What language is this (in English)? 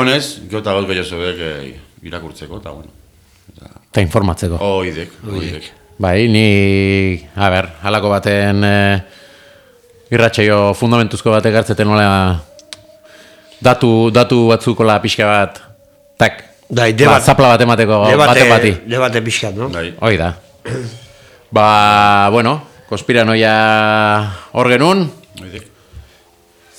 Basque